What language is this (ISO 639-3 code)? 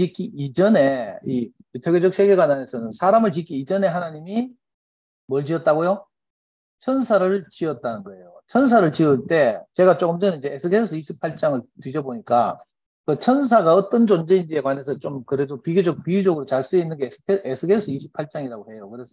kor